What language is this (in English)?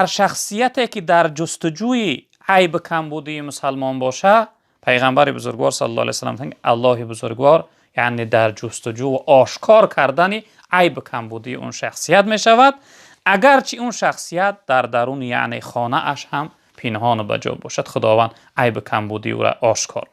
Tajik